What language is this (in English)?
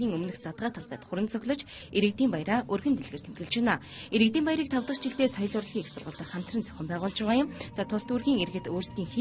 Mongolian